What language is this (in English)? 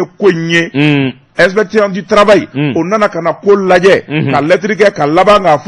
Bambara